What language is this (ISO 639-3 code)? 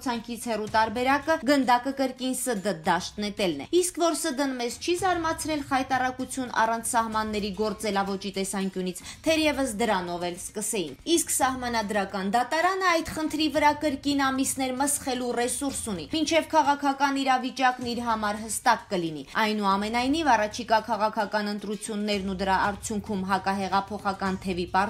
hye